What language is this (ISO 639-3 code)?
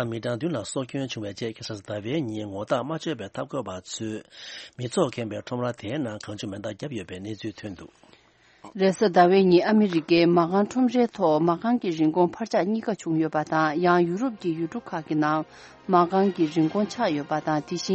bod